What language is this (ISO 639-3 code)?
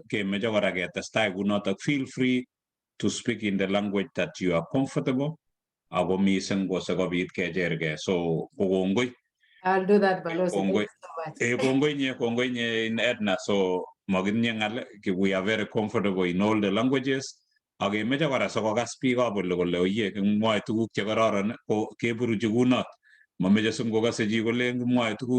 kln